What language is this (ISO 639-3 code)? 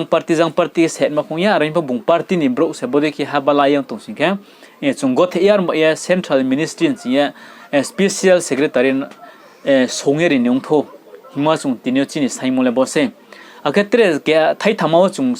ria